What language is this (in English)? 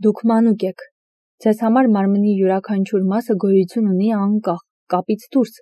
Armenian